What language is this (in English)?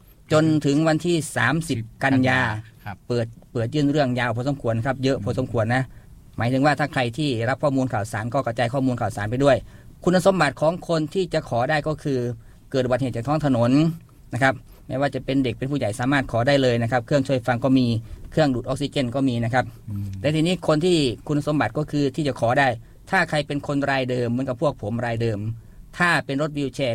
Thai